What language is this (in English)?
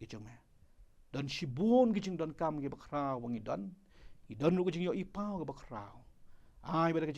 Khasi